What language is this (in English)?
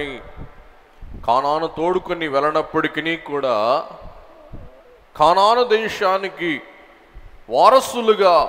Telugu